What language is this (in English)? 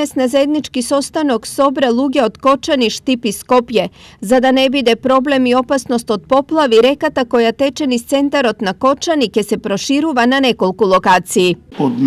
Macedonian